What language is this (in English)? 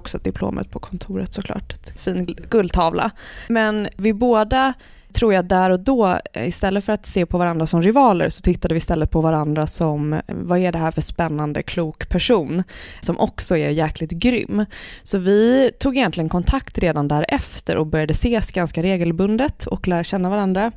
Swedish